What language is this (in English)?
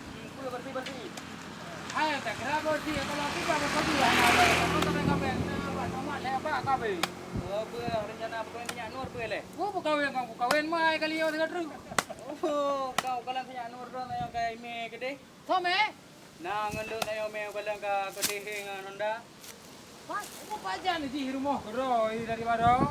Achinese